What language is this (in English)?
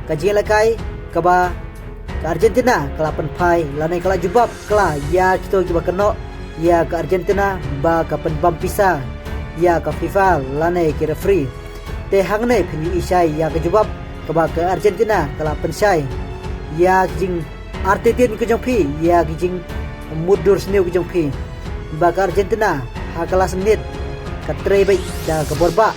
Khasi